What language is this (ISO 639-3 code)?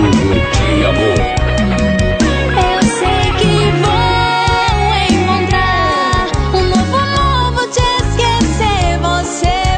por